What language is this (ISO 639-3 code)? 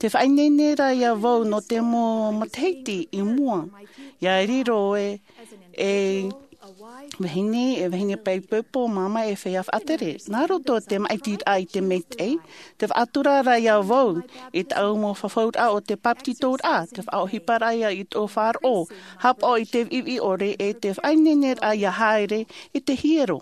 tah